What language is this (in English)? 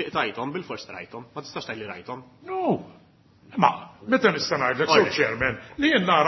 Maltese